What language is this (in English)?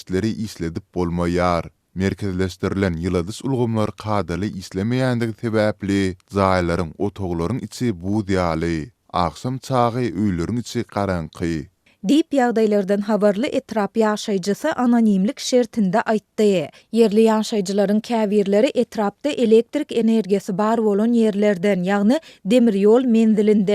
Turkmen